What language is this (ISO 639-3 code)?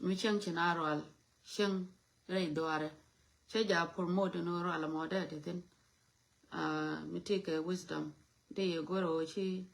nus